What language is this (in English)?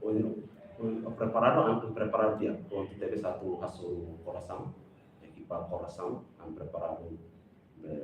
Tetum